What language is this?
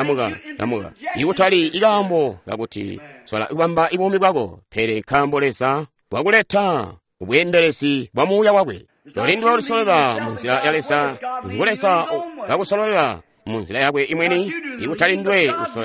Tonga (Zambia)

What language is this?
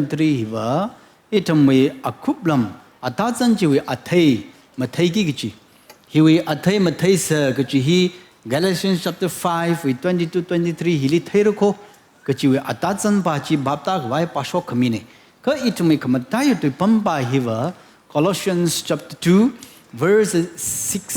Tangkhul Naga (India)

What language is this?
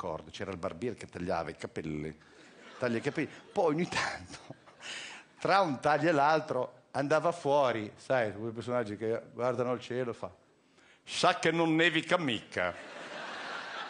Italian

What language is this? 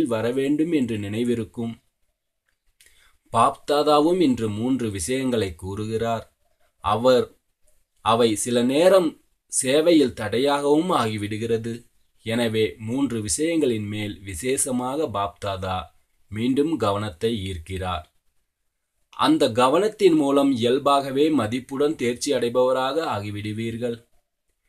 Tamil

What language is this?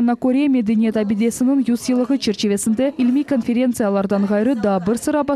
Crimean Tatar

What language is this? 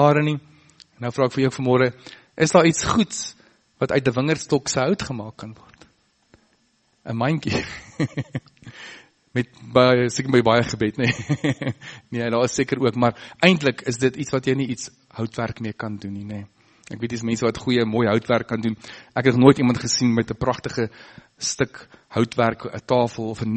Afrikaans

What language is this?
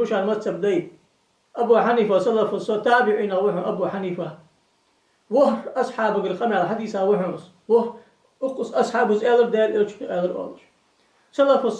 Ingush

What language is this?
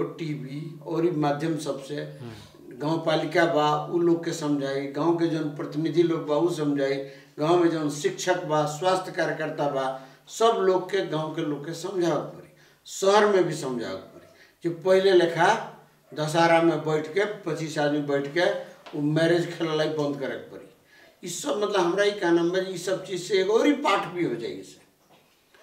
Bhojpuri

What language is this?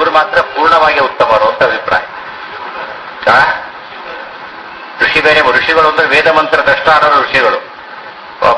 Kannada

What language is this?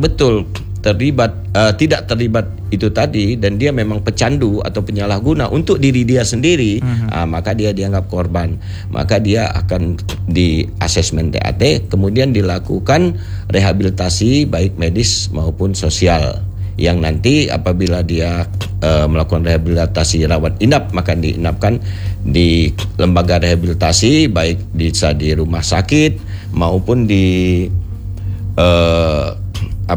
Indonesian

